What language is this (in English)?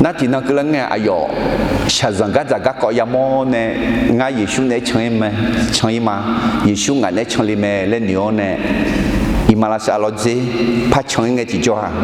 Akha